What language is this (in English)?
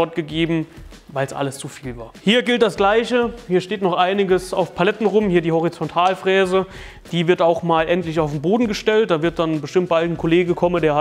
German